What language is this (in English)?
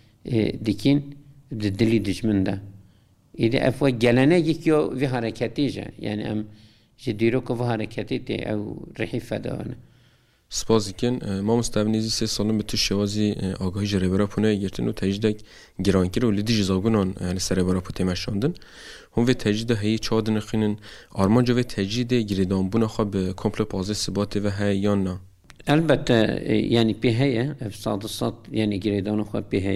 Kurdish